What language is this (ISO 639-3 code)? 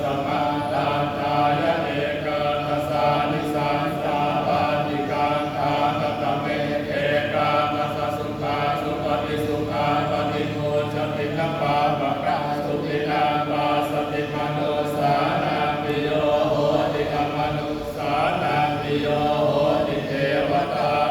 pli